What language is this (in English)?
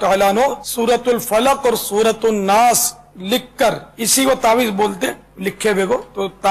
Urdu